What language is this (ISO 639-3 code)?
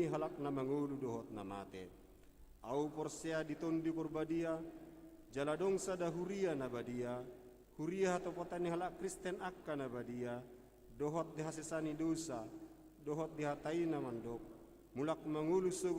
bbc